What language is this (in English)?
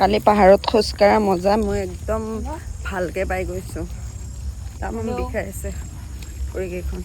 Assamese